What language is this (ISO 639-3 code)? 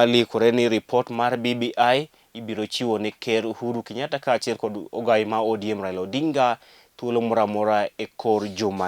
luo